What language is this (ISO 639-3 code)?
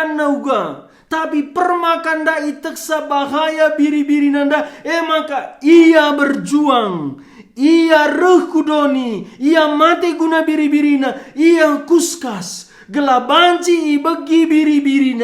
btx